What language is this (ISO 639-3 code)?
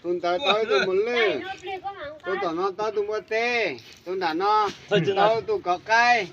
hmn